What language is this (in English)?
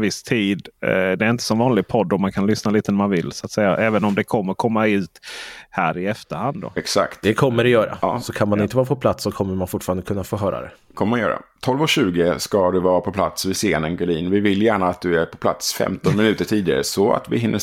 Swedish